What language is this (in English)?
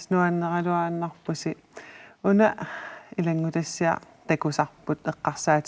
Kalaallisut